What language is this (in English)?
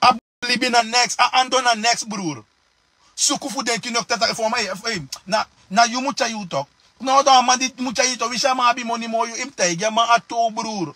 Sranan Tongo